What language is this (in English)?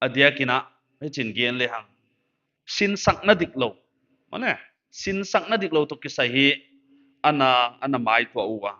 Paite Chin